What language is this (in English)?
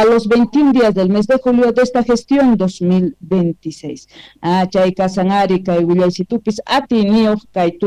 South Bolivian Quechua